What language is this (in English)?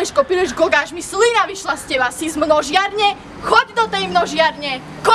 Slovak